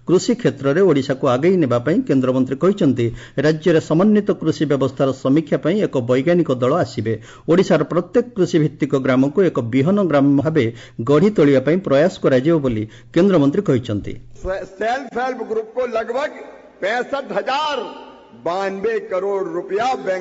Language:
Odia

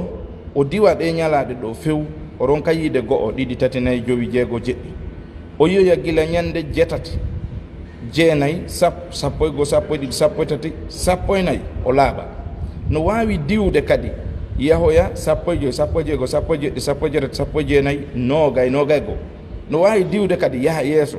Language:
Fula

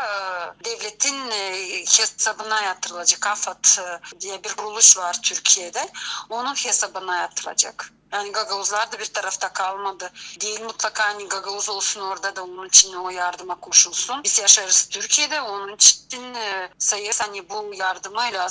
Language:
Gagauz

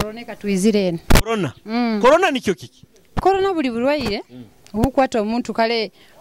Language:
Nyoro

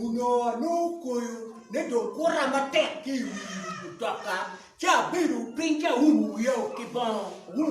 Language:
Acoli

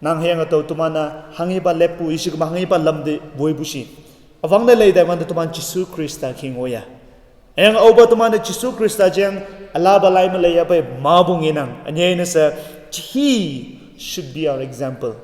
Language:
Konyak Naga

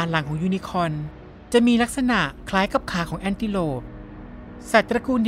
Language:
Thai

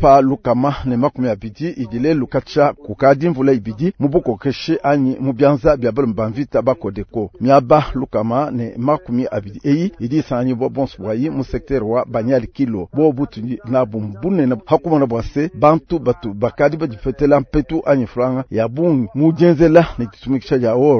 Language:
Luba-Lulua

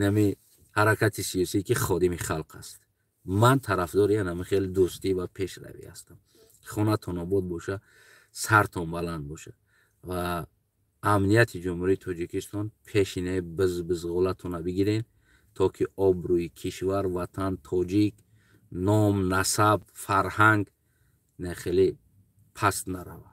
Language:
Tajik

